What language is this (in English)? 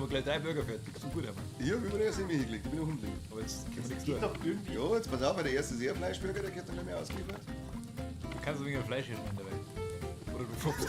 Bavarian